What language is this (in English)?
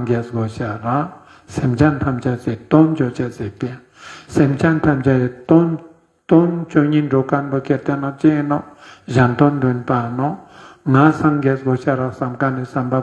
Ladakhi